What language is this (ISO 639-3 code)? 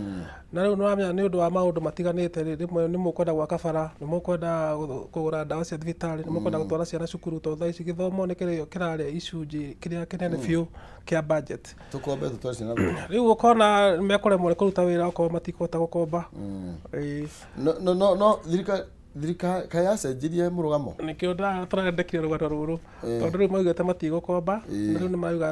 kik